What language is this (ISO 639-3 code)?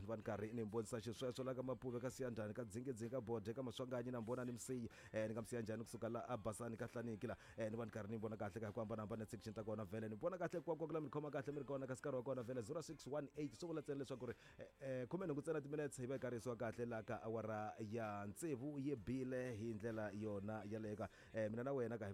tso